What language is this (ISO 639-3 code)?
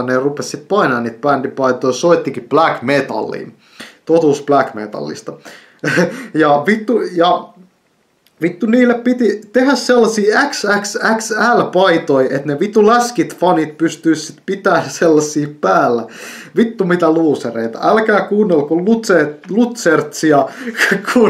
fin